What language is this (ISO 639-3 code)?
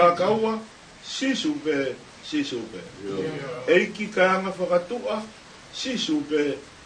ton